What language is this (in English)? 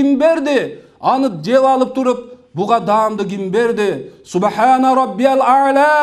Kyrgyz